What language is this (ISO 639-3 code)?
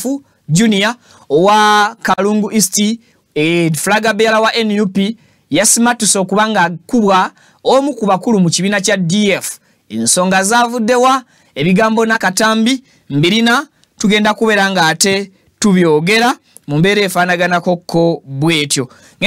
lug